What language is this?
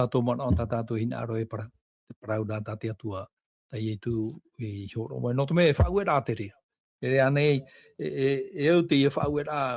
Tahitian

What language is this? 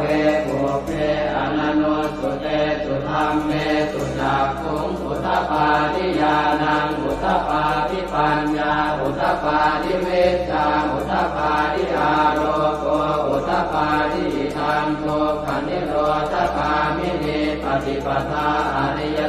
Pali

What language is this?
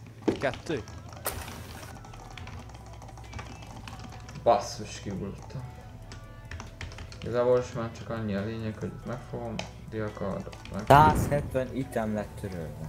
Hungarian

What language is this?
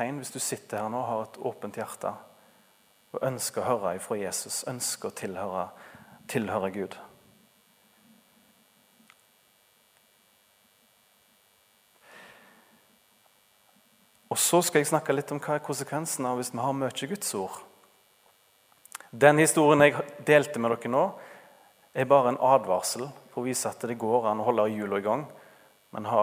Norwegian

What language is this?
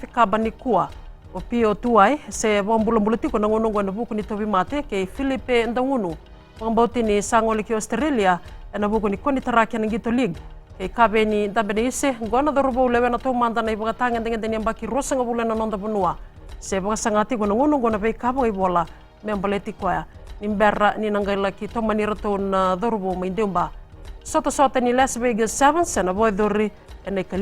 Fijian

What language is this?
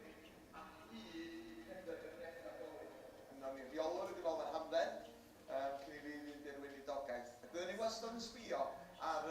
Welsh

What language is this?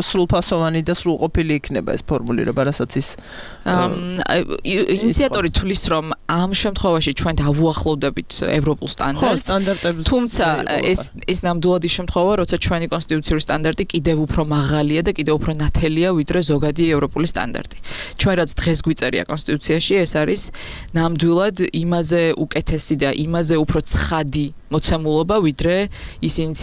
Georgian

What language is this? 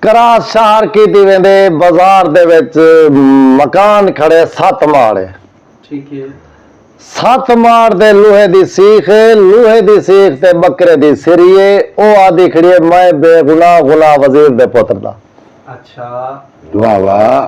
Saraiki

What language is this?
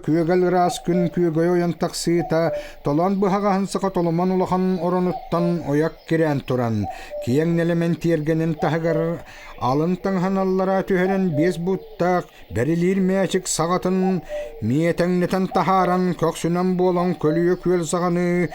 Yakut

